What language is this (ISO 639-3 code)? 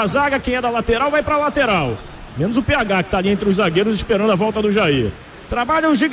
por